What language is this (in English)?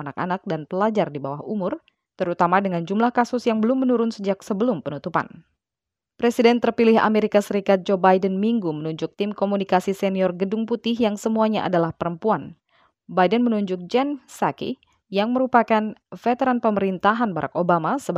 Indonesian